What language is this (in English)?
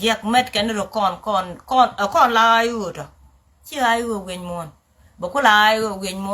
Nuer